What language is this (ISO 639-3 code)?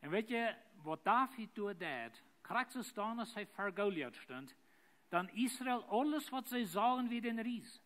pdt